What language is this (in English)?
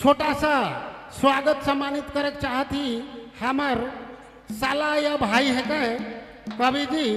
Sadri